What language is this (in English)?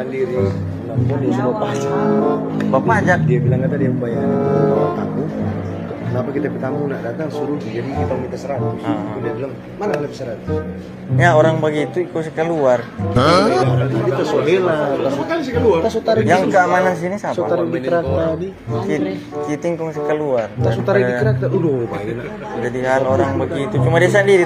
Manado Malay